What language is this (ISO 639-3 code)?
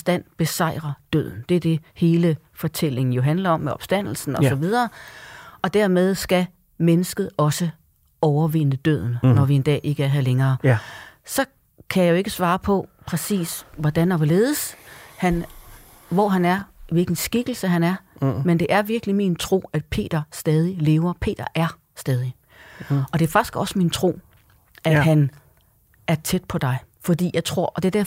dan